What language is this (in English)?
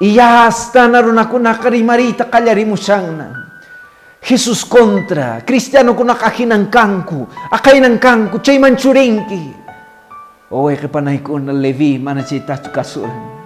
Quechua